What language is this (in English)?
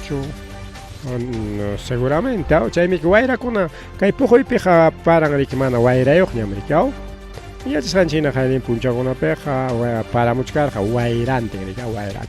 Ayacucho Quechua